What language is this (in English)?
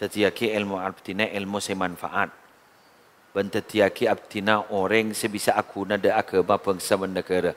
Madurese